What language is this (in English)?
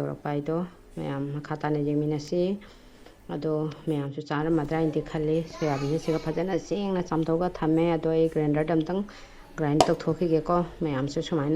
Manipuri